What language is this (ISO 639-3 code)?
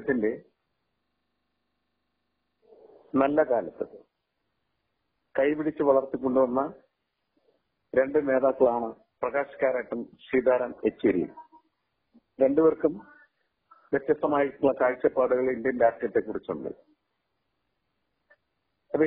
mal